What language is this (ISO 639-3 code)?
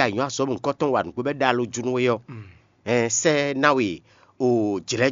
fon